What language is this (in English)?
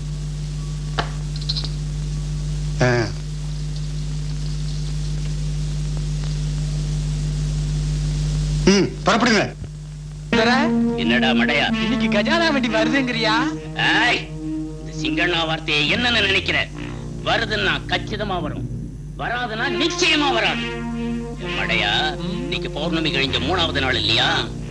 Tamil